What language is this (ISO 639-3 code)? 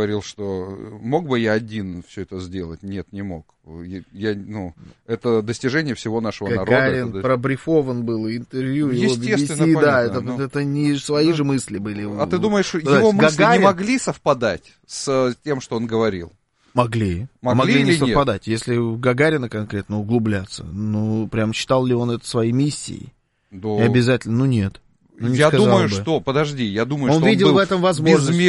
rus